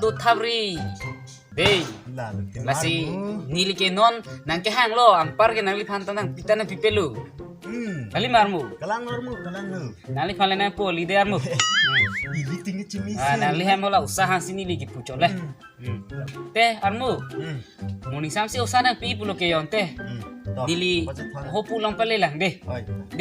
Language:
Karbi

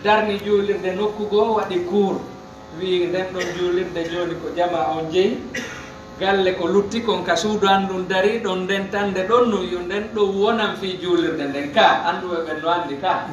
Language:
Pular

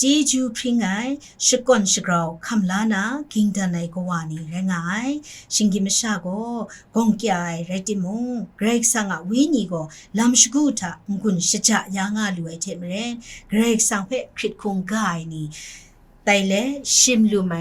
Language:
Kachin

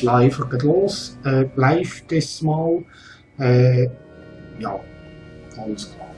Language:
Swiss German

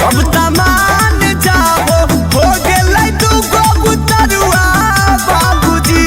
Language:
Magahi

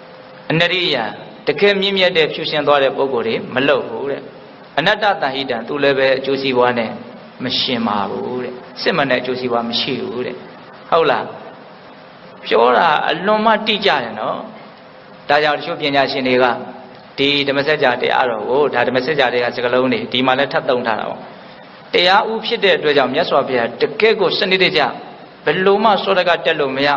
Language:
Burmese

